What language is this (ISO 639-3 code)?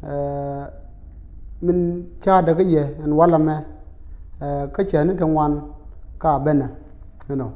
nus